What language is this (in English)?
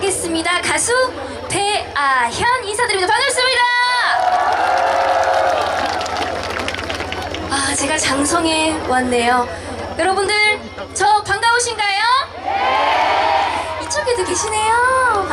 Korean